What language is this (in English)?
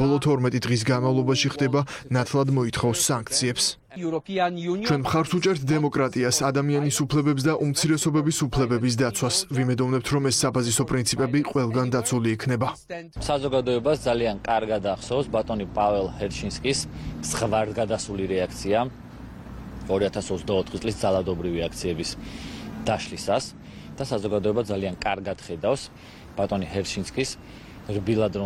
Georgian